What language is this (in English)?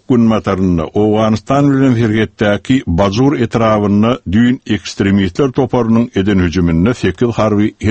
Turkmen